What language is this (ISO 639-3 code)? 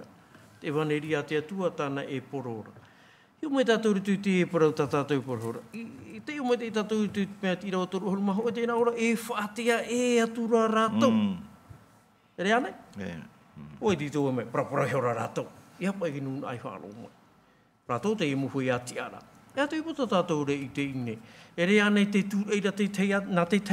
tah